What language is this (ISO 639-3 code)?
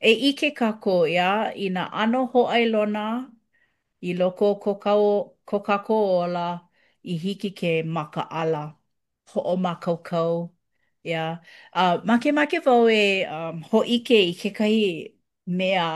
haw